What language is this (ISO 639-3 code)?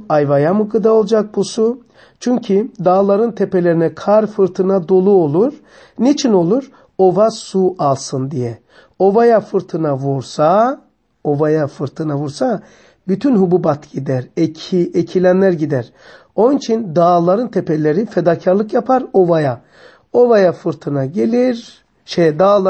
tur